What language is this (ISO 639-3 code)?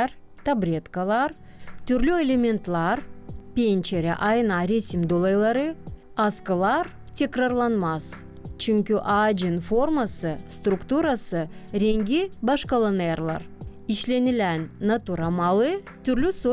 gag